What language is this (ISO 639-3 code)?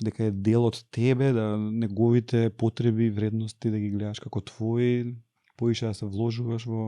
mkd